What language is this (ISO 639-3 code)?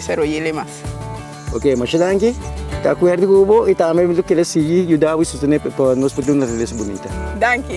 pap